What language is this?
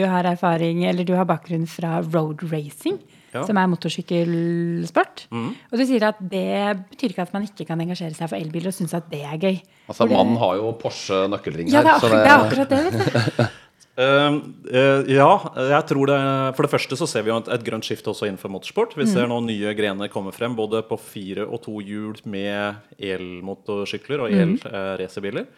Norwegian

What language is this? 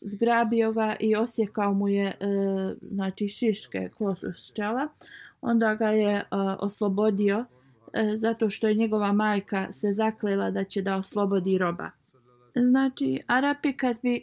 Bosnian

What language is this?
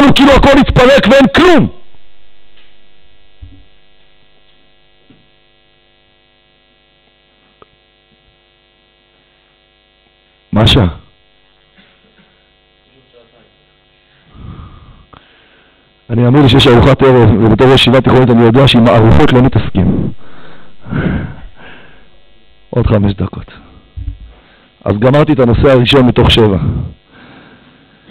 Hebrew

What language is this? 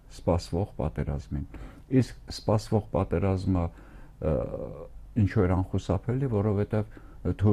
Armenian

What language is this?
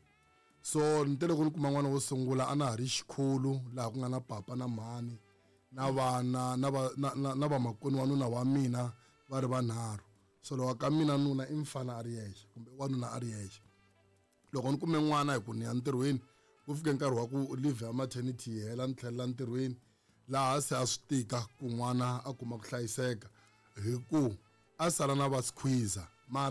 Tsonga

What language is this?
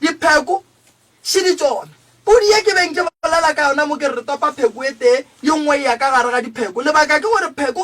Northern Sotho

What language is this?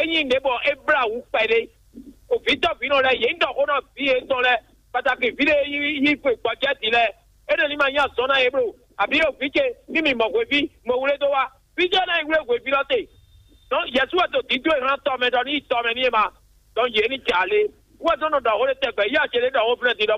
Fon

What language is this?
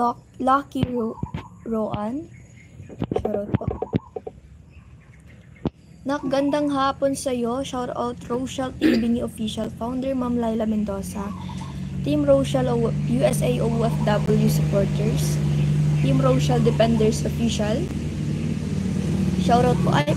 Filipino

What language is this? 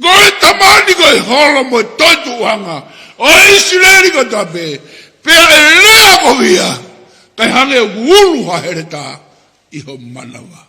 Tongan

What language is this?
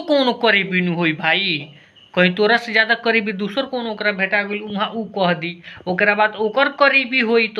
Bhojpuri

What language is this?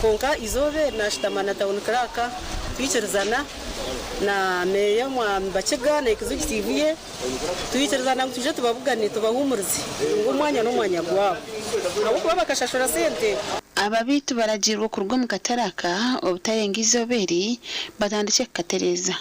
Nyankole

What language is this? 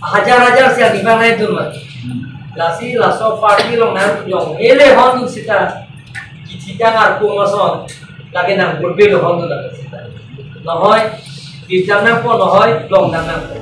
Karbi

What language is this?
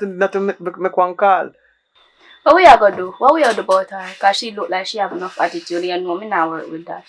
Jamaican Creole English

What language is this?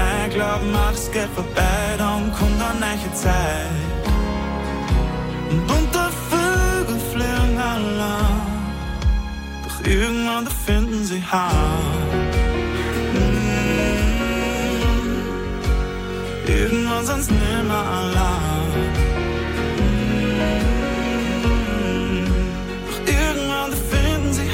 German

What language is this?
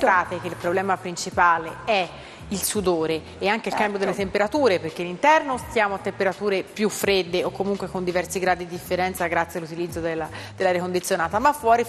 Italian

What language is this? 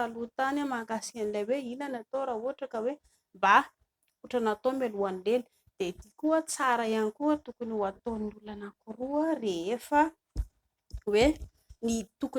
Malagasy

